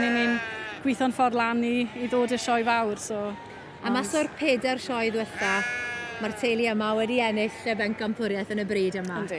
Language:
Welsh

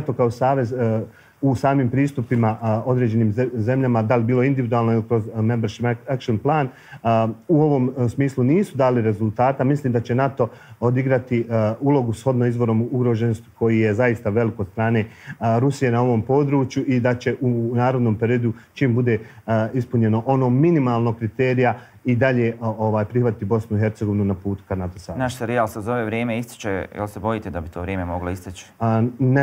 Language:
Bosnian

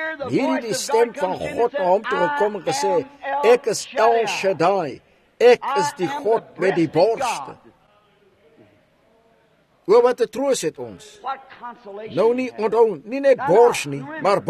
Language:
Afrikaans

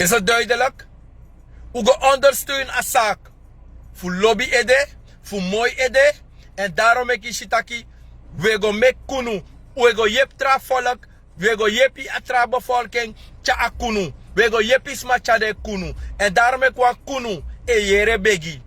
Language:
Sranan Tongo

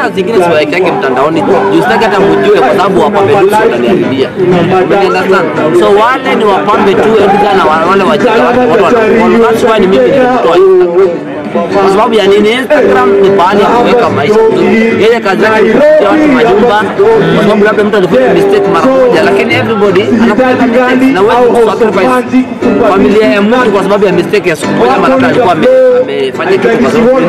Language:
Swahili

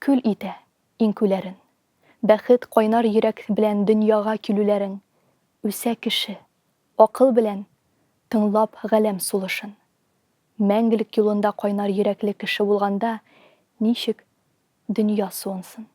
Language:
Tatar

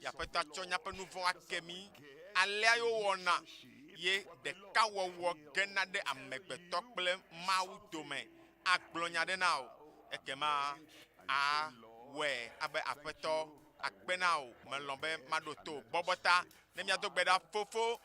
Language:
Ewe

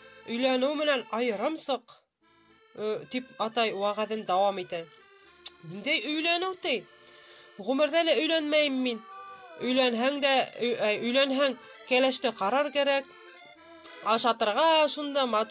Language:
Bashkir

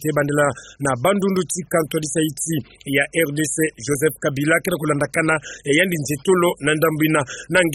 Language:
Kituba (Democratic Republic of Congo)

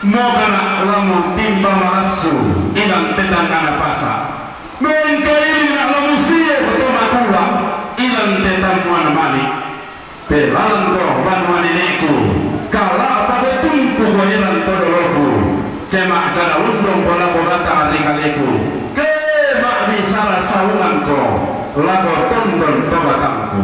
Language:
Toraja-Sa'dan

